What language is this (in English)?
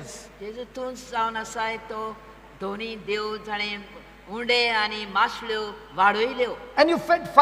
Konkani